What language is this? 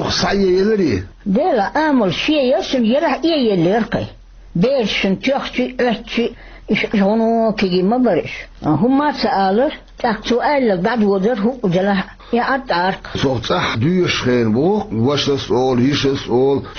Chechen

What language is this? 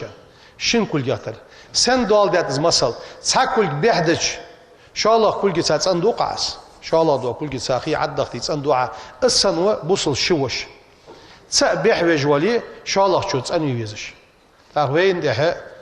Ingush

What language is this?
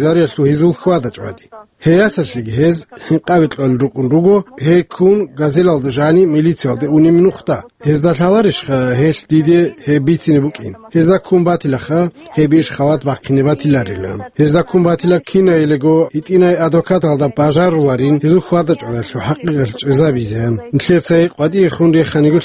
Avaric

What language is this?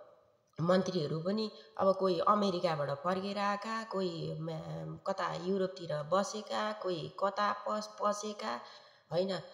Nepali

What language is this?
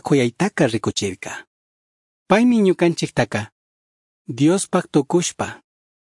Chimborazo Highland Quichua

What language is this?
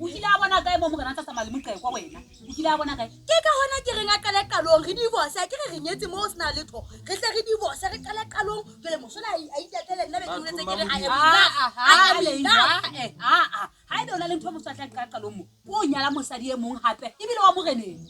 Southern Sotho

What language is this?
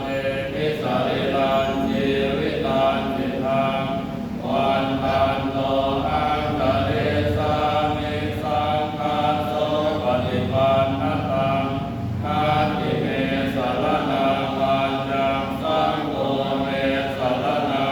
Pali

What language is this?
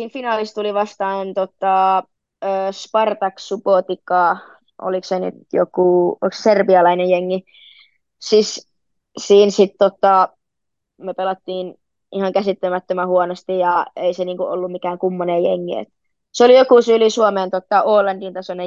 Finnish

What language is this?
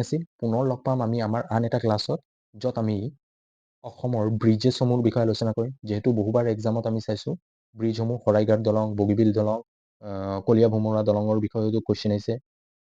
Assamese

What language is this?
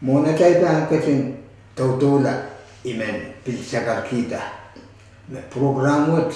Pohnpeian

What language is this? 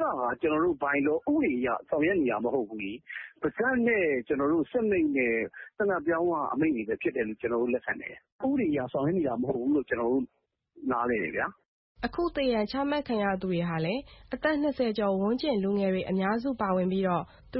Burmese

